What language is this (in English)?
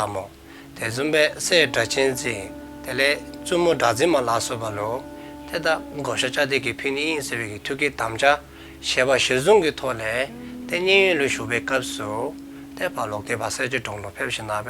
Dzongkha